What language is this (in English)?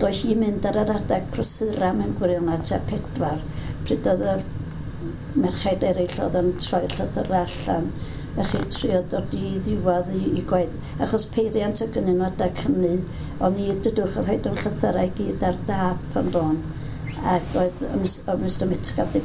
Welsh